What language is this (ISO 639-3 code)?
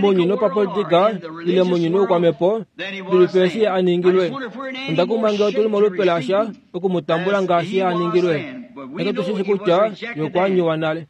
kua